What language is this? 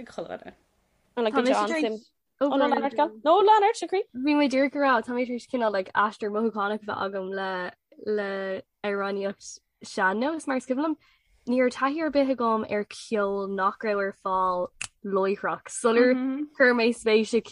Irish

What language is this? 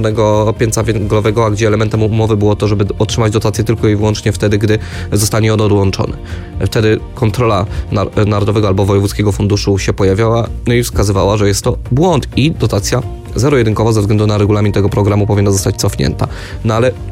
Polish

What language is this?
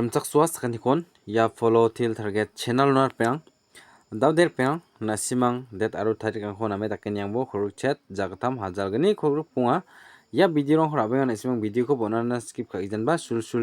Garo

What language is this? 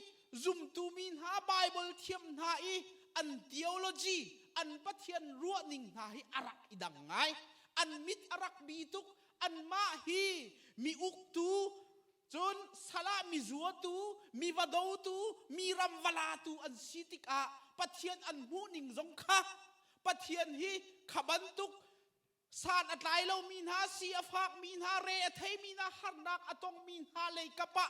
Hakha Chin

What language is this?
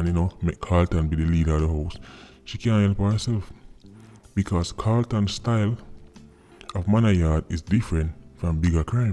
Jamaican Creole English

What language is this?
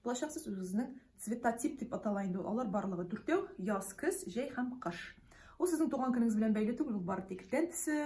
Tatar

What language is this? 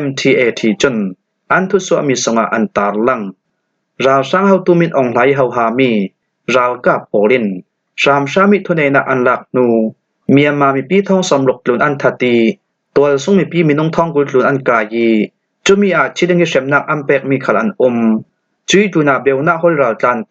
Hakha Chin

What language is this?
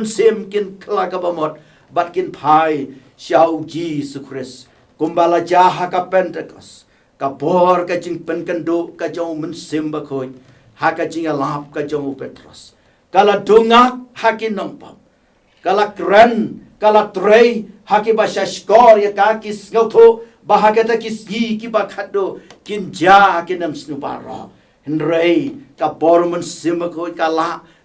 Khasi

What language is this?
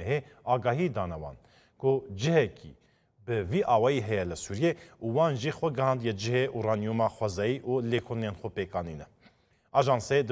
Kurdish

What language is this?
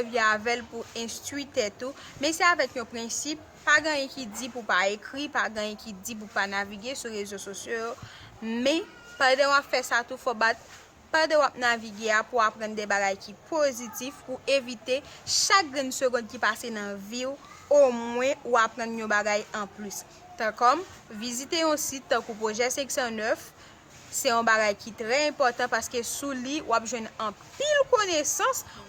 Haitian Creole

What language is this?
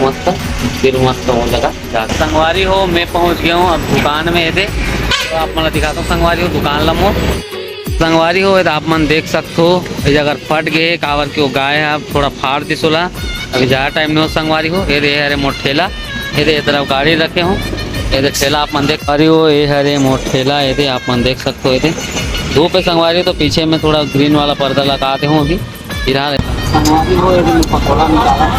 Chhattisgarhi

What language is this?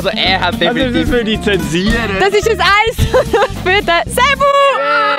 Swiss German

